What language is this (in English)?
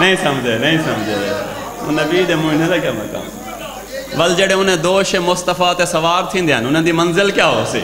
Saraiki